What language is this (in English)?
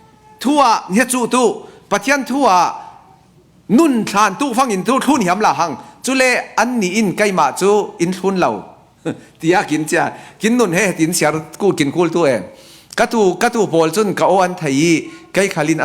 Falam Chin